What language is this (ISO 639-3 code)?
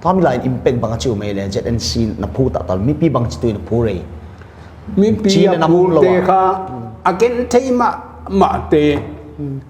pck